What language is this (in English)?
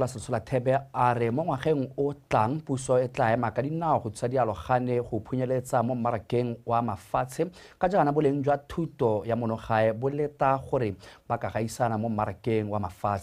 Tswana